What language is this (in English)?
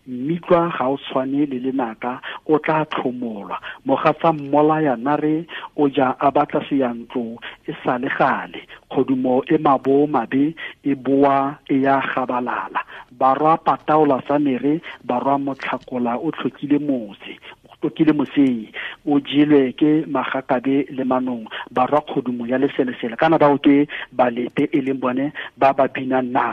Tswana